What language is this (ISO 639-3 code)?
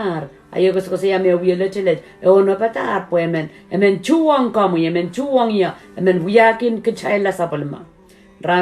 pon